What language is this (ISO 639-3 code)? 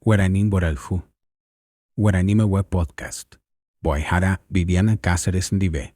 grn